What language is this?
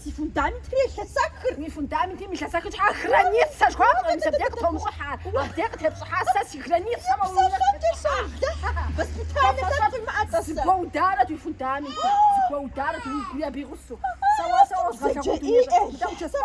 Kabardian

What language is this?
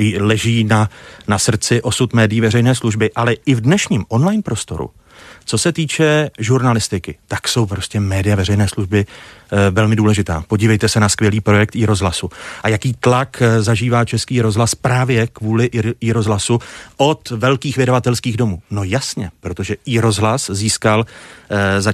Czech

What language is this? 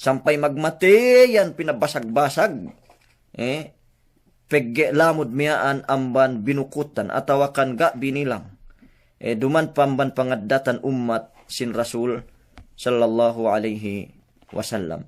Yakan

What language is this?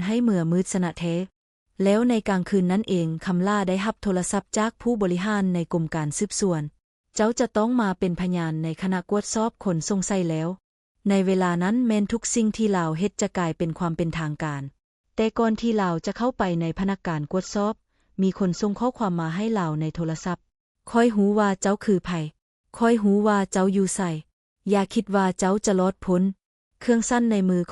Lao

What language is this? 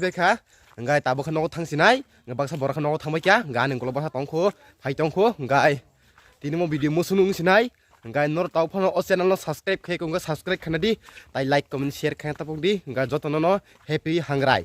Kok Borok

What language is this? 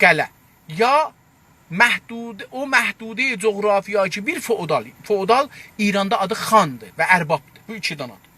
South Azerbaijani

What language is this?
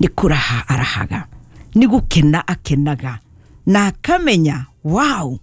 Kikuyu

